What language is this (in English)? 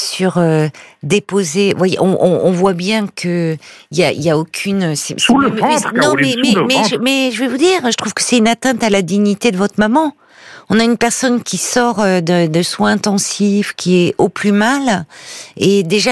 French